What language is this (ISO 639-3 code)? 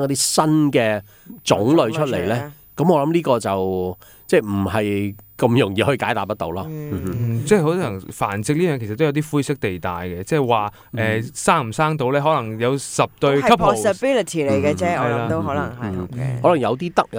yue